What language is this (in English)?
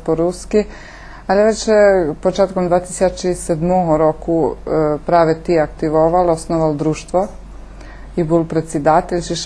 Rusyn